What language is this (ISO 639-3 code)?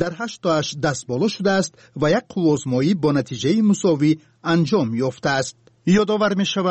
fas